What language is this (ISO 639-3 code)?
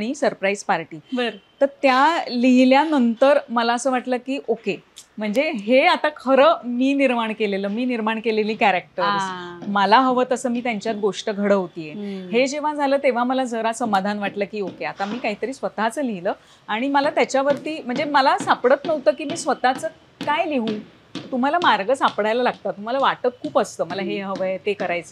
mar